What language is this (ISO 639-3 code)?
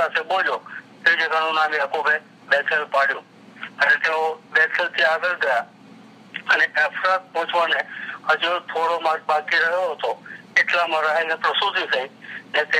guj